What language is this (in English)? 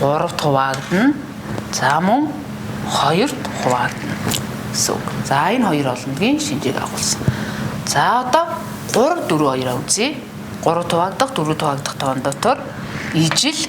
Mongolian